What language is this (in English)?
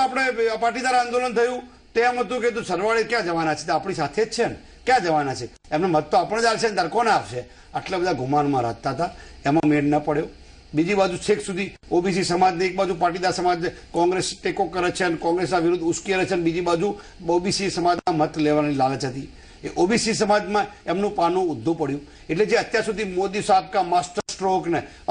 Gujarati